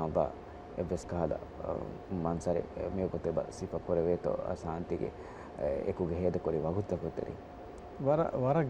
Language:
Divehi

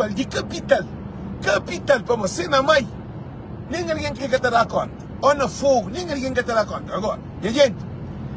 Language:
Kabuverdianu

